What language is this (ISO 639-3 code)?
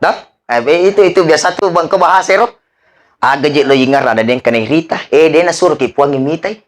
bug